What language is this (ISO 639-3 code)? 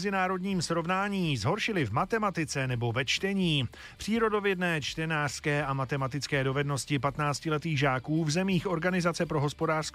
ces